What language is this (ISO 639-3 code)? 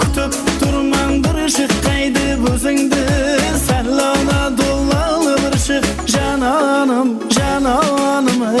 kaa